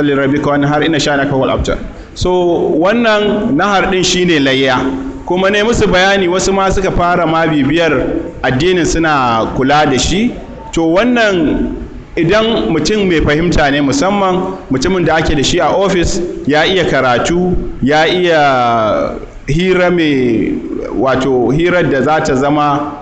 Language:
Hausa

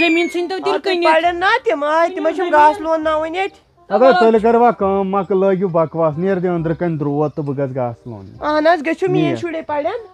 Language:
Kashmiri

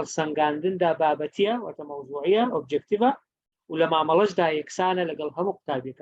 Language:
Central Kurdish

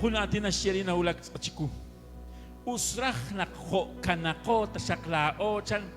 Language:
Kekchí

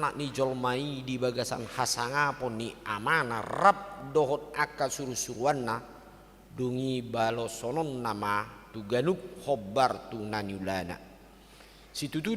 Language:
Batak Toba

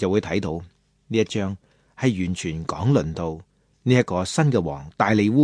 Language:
Cantonese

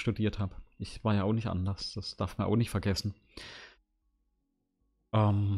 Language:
German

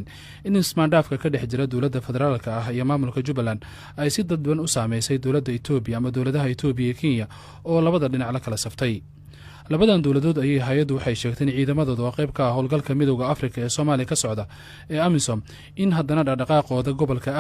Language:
Somali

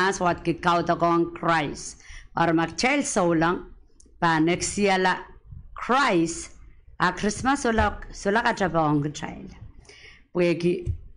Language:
Pohnpeian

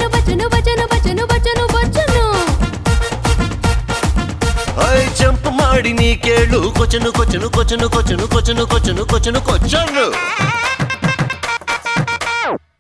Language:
Kannada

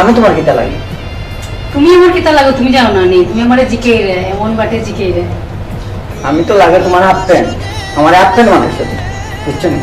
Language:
Sylheti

